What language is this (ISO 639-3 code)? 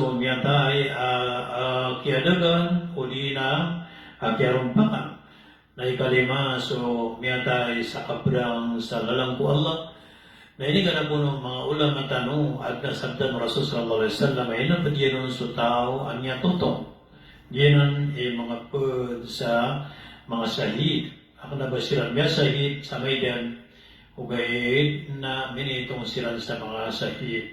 mrw